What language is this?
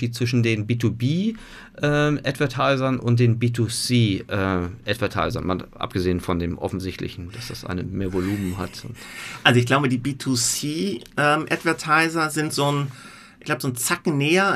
German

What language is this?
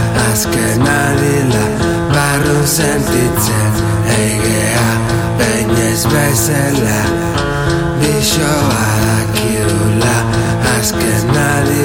Basque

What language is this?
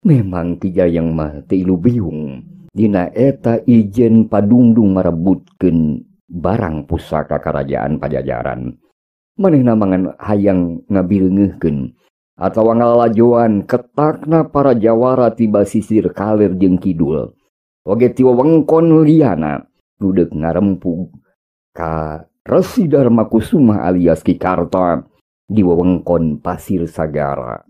Sundanese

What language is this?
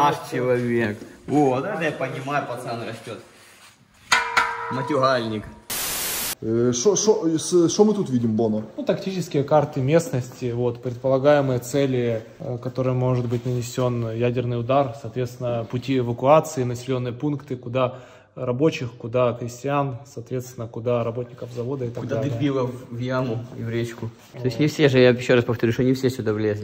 Russian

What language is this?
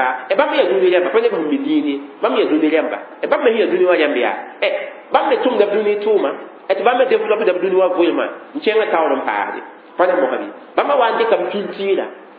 Mossi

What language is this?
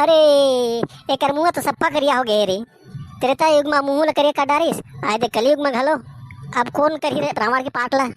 Chhattisgarhi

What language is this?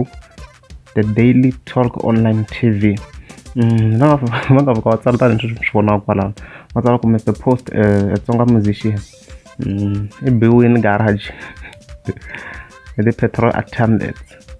Tsonga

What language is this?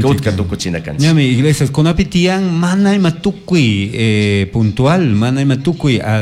Chimborazo Highland Quichua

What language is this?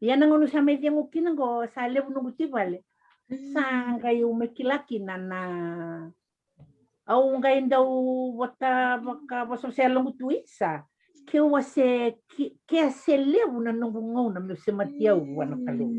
Fijian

